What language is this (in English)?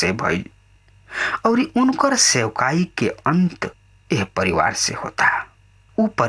Bhojpuri